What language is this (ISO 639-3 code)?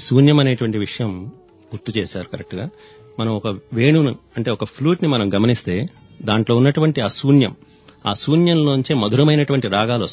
tel